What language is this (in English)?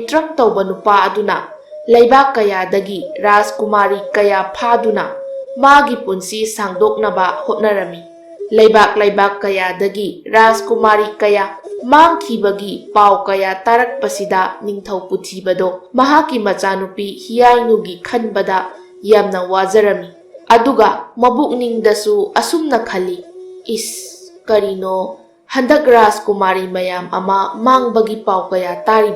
Manipuri